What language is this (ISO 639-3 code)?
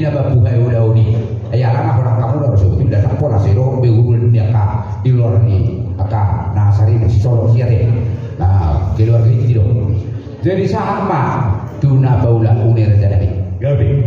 bbc